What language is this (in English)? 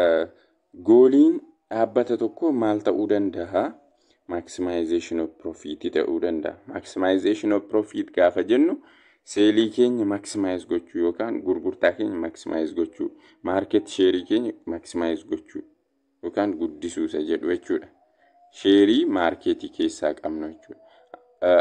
Oromo